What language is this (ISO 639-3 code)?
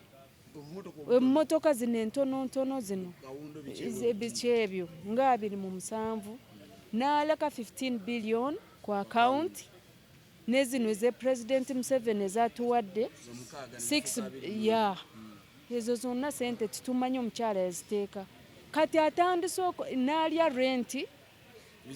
lug